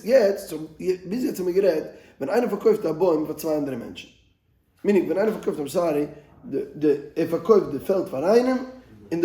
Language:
Yiddish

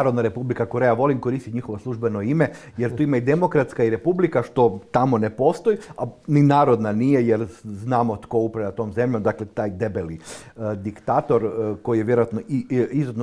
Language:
Croatian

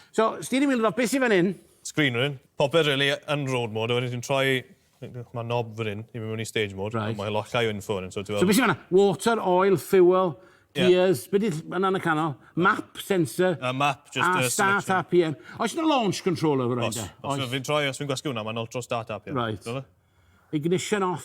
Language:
Welsh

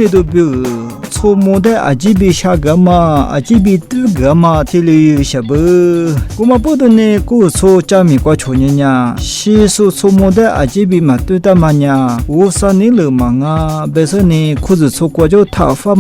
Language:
Lisu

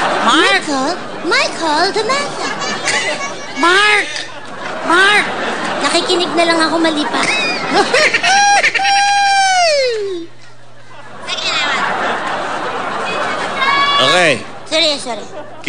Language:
Filipino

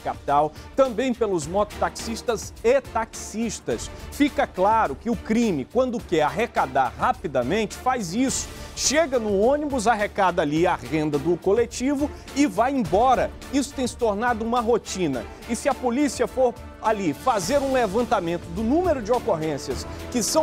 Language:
Portuguese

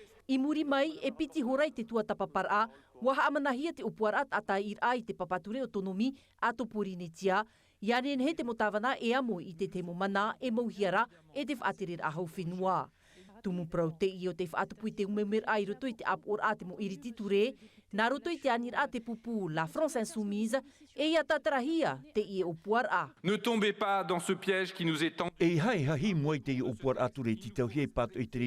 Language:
Tahitian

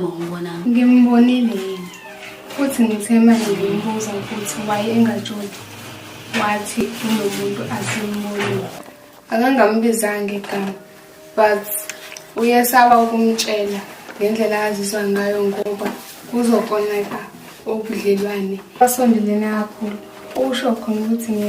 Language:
Zulu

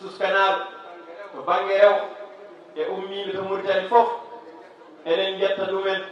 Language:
Fula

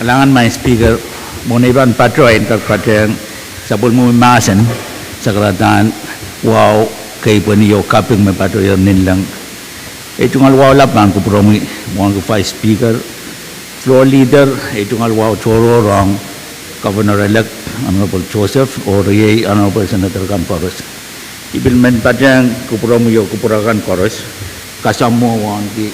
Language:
Pohnpeian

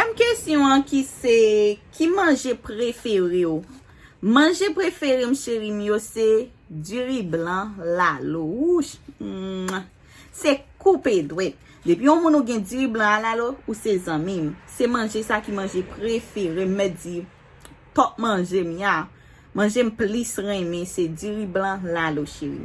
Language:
Haitian Creole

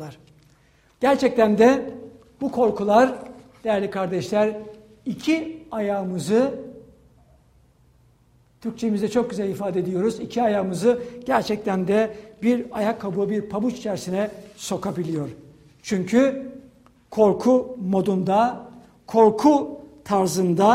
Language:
Turkish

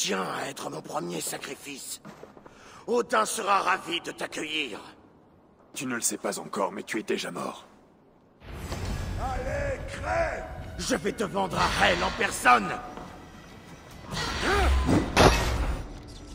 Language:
French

